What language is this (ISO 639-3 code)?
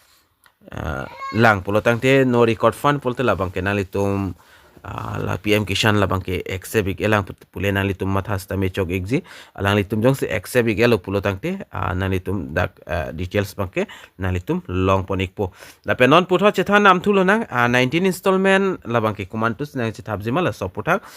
mjw